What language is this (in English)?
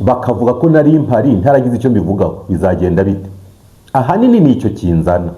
Kinyarwanda